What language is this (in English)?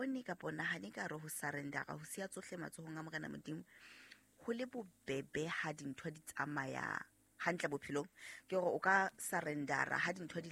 Southern Sotho